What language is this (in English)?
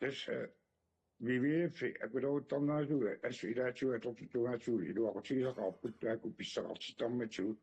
Kalaallisut